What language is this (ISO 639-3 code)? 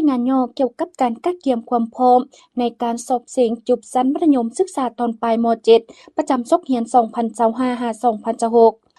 lao